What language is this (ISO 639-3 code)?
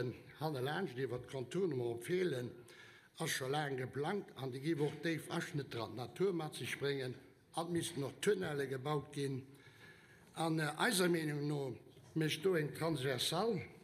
ltz